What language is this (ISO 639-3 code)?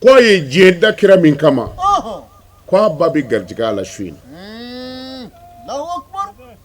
bam